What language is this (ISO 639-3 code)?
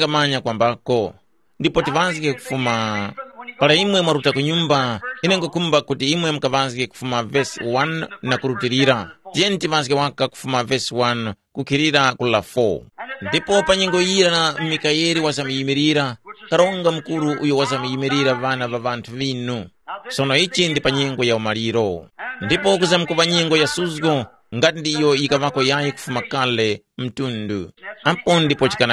tum